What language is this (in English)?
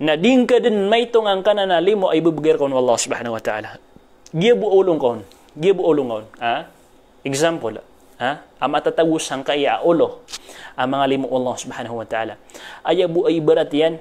Maranao